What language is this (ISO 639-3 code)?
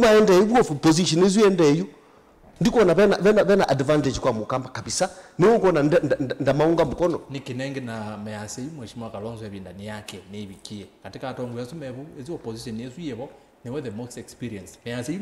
kam